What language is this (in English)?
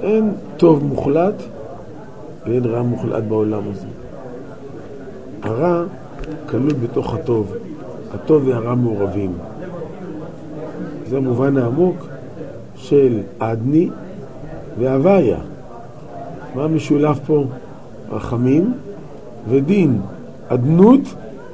Hebrew